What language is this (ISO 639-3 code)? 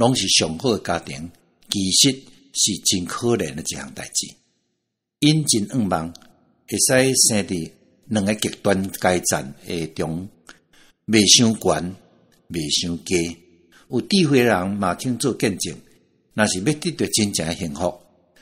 nan